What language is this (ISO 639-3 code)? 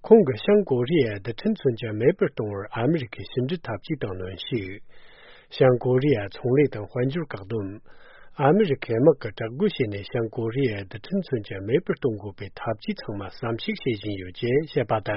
bod